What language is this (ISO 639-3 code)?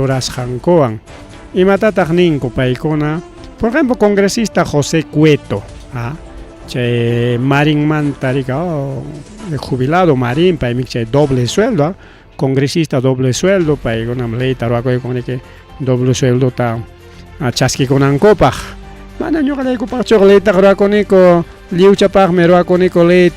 quy